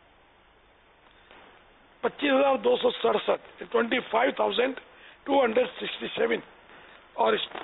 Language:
Urdu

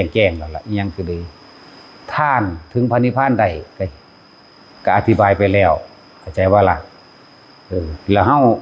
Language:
Northeastern Thai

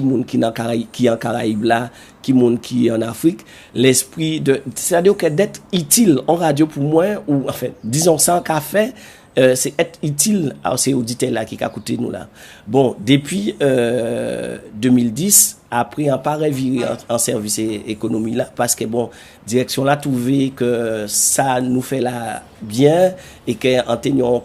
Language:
Guadeloupean Creole French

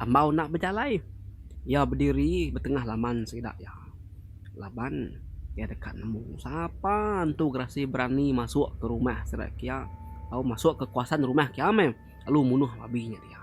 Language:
Iban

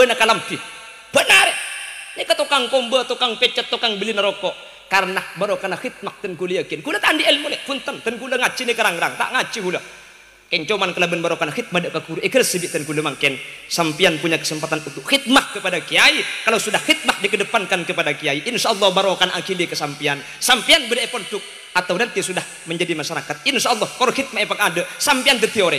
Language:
Madurese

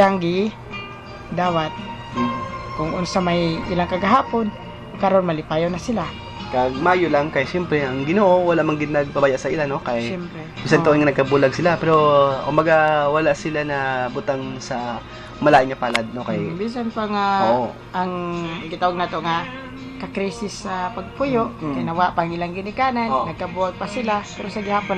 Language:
Hiligaynon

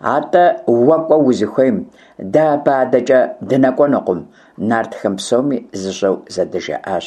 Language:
Kabardian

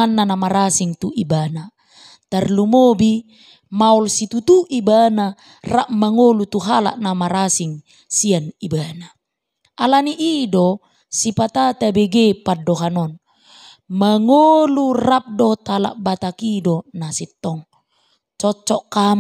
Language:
Batak Toba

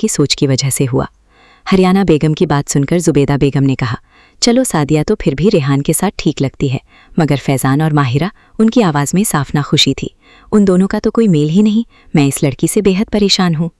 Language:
Hindi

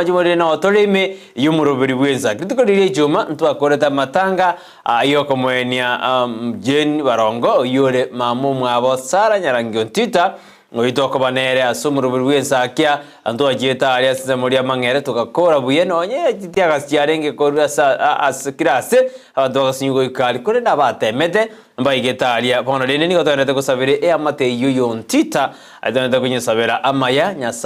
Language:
Gusii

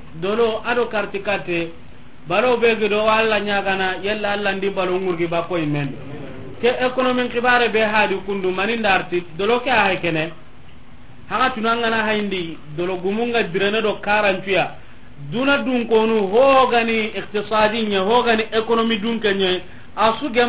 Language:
Soninke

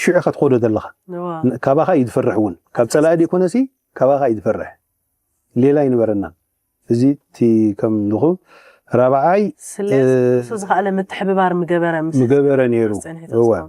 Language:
Tigrinya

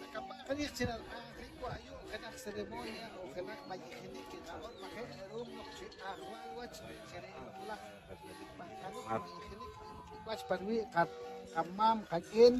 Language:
Poqomchi'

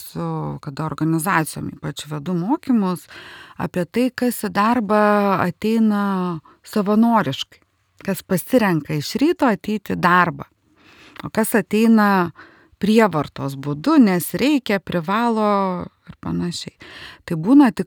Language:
Lithuanian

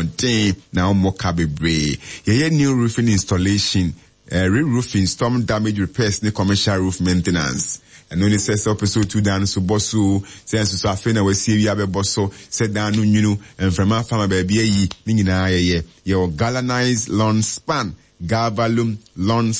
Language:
Akan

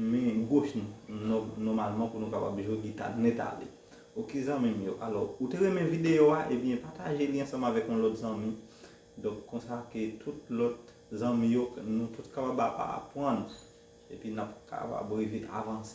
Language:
Haitian Creole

